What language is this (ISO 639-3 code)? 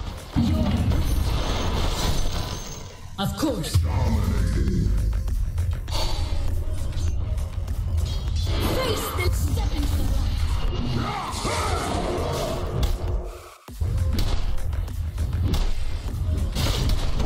eng